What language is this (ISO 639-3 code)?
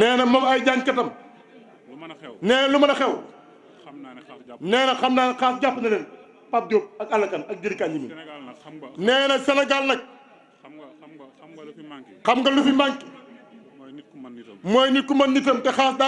wol